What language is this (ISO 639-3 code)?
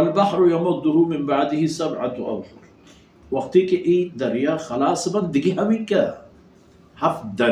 bal